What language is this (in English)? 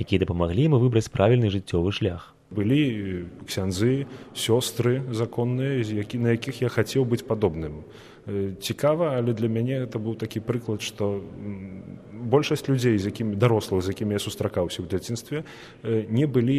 Belarusian